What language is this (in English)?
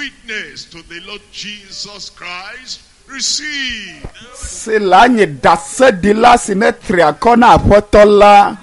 Ewe